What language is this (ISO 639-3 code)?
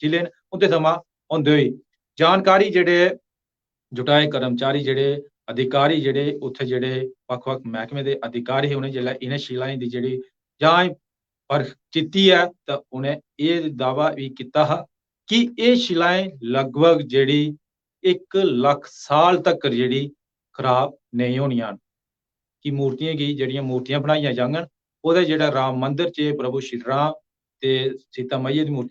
doi